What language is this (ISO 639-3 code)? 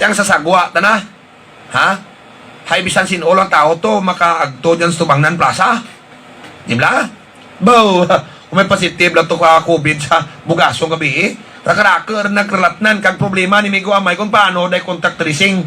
hil